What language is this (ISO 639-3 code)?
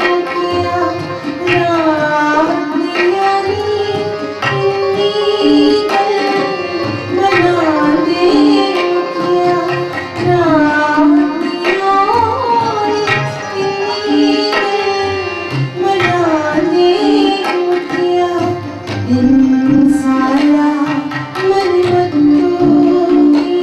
doi